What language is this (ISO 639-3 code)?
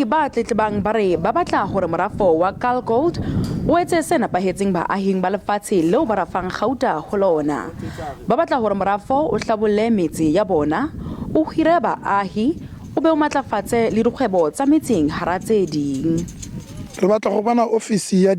tsn